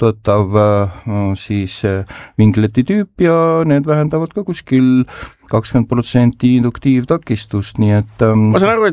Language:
Estonian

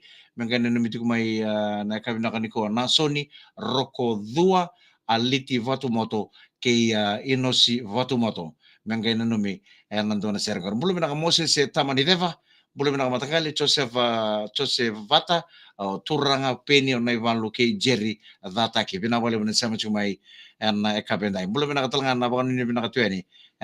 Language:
Fijian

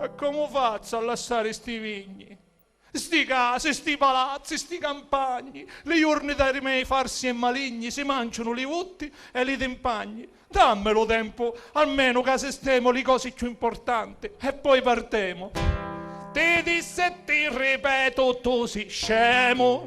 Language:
Sicilian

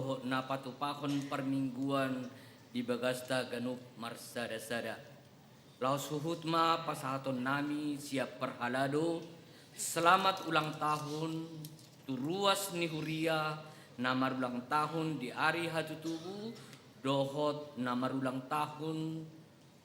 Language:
Batak Toba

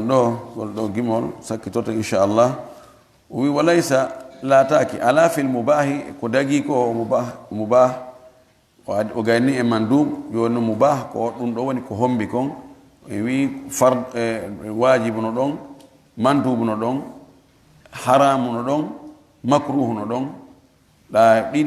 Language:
Fula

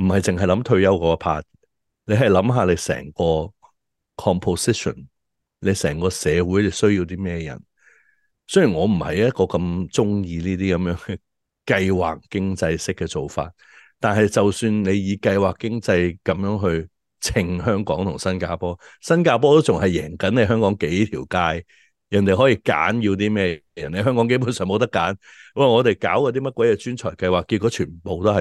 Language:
Cantonese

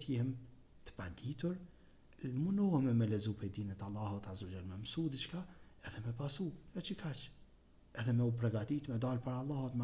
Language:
Albanian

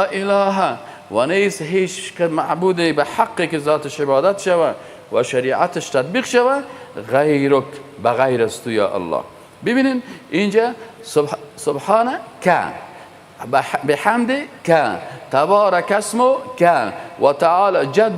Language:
Persian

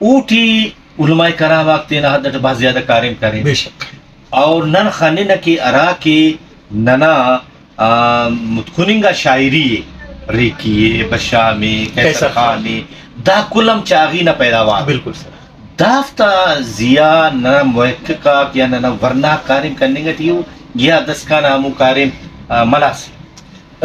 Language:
Brahui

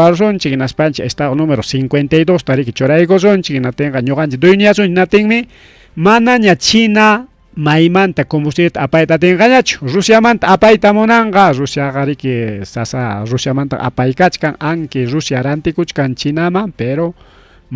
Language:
Ayacucho Quechua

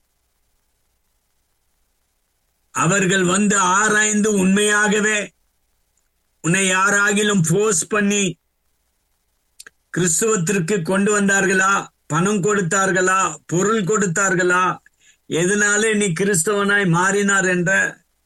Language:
Tamil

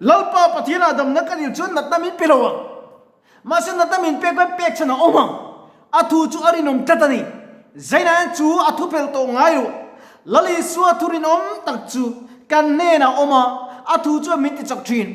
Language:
Mizo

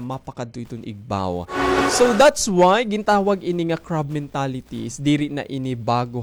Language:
Waray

